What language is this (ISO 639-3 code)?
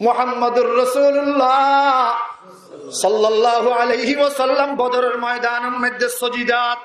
rhg